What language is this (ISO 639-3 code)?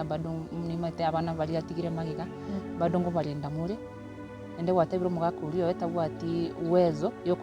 guz